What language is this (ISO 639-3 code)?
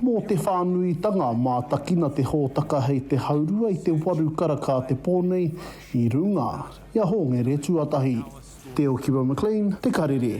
mri